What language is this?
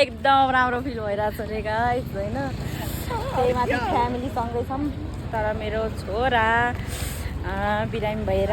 Nepali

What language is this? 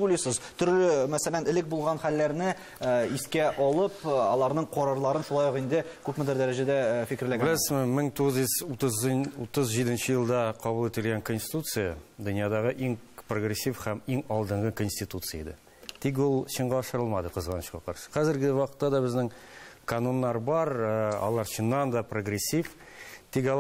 Tatar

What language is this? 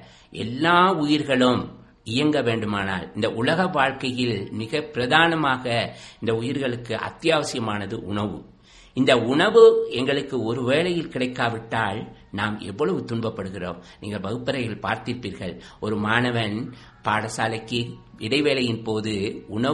Tamil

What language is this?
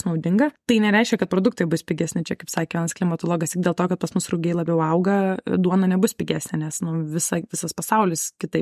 Lithuanian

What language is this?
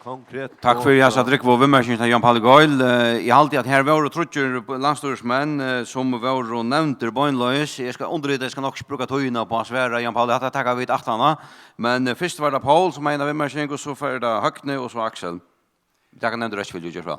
Faroese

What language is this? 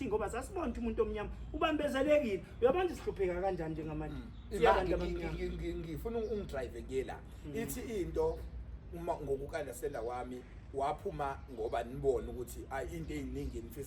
Zulu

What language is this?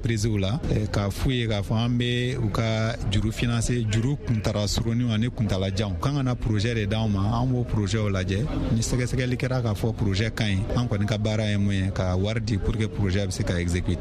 Bambara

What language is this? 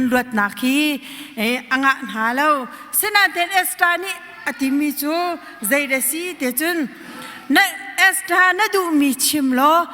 Hakha Chin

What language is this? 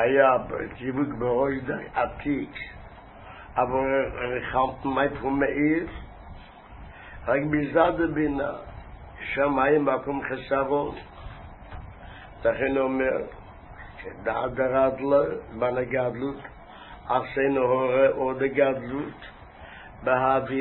Hebrew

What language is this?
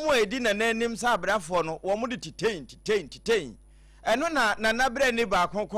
Akan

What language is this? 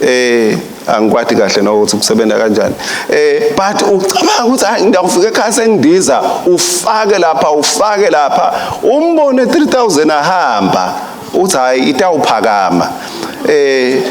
Swati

